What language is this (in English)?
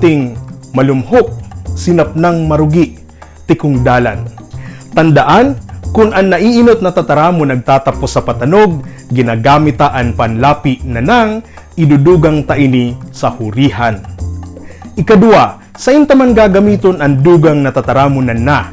Bikol